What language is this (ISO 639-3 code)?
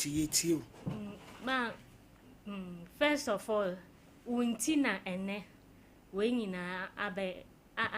aka